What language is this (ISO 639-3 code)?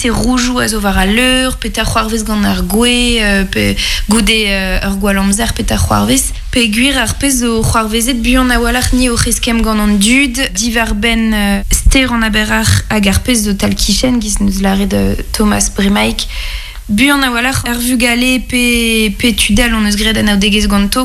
bre